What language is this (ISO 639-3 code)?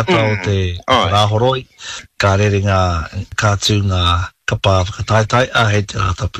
mri